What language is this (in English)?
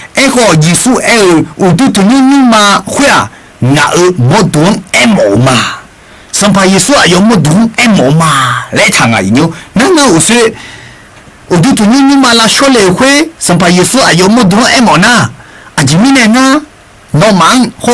Akha